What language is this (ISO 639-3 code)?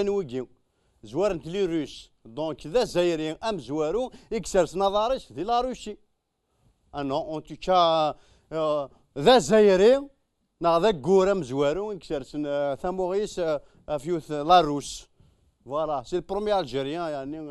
kab